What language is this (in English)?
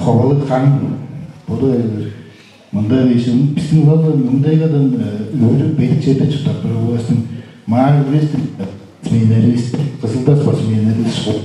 Tuvinian